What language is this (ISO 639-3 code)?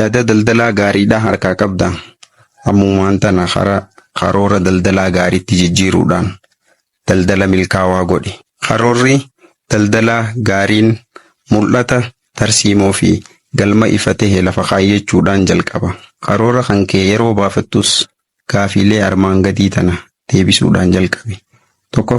orm